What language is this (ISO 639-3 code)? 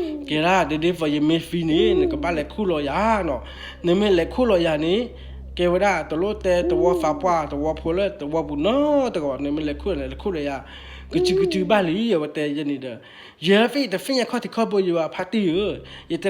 ksw